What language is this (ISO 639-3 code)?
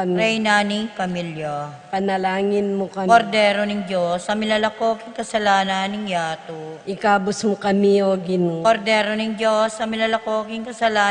pam